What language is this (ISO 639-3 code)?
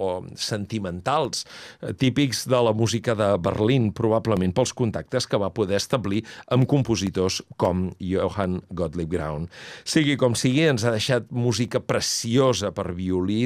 cat